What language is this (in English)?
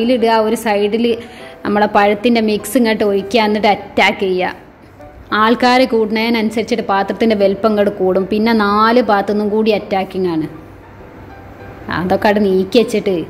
Malayalam